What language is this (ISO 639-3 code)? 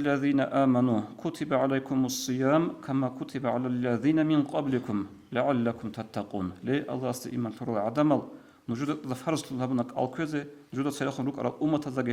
ava